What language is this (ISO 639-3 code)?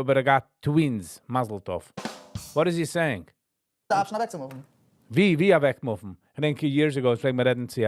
yid